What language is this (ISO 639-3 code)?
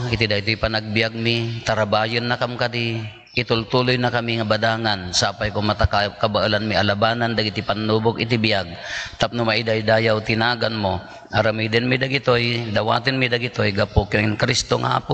ilo